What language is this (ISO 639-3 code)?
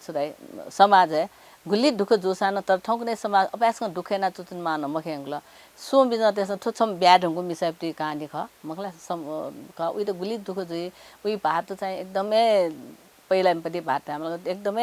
new